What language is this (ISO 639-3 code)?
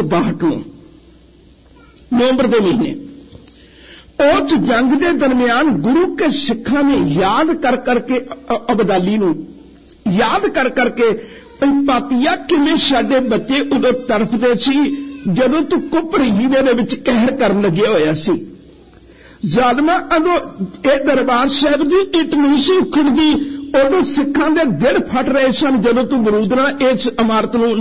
pan